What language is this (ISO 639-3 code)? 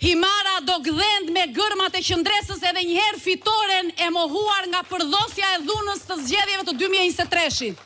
sqi